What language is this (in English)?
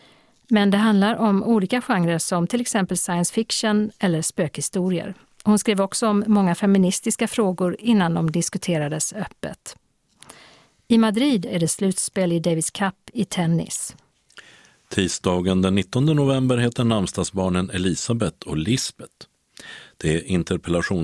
Swedish